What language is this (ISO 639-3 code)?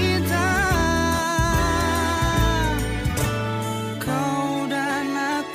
ind